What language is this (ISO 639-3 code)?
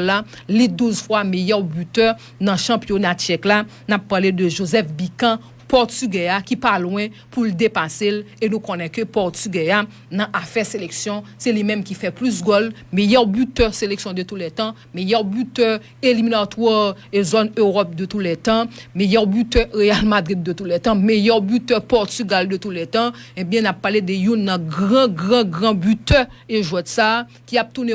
hat